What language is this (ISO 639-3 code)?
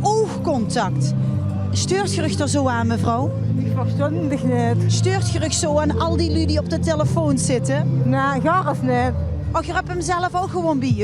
lim